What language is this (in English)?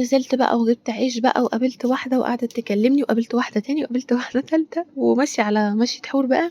Egyptian Arabic